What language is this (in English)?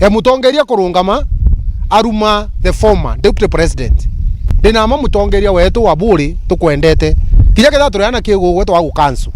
Meru